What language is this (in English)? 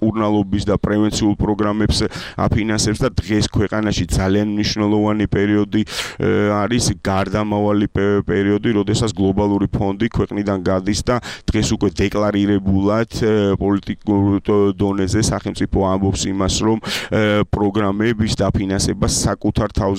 Georgian